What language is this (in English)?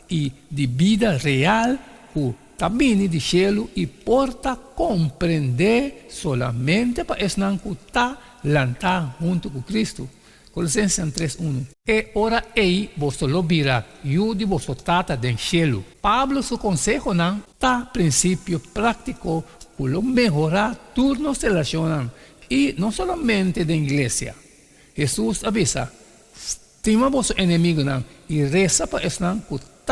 Papiamento